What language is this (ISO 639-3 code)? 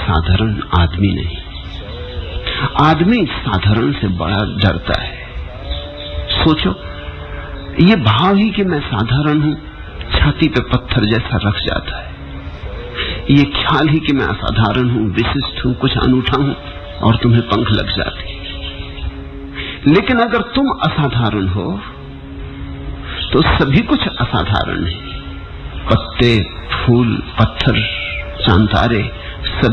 hin